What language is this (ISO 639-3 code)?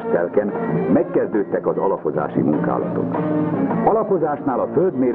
hun